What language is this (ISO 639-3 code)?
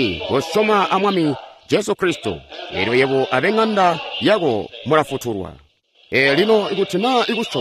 toi